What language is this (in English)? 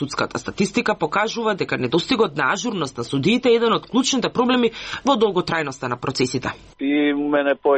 Macedonian